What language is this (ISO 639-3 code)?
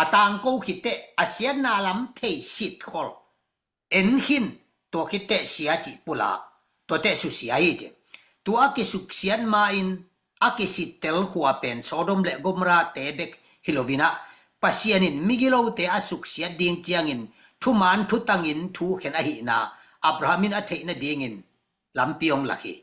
ctd